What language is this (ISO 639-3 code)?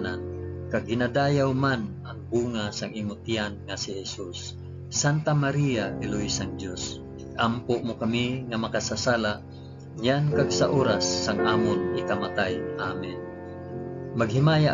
hil